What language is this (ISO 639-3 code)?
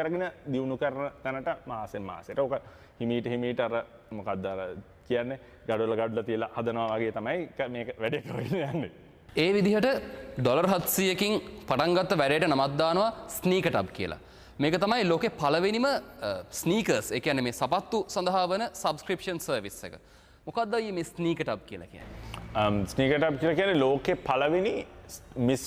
sin